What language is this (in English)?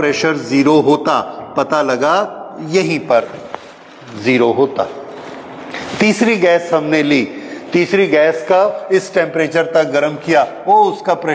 Hindi